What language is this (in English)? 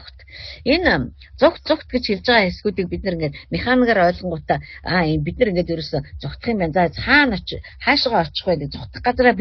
Mongolian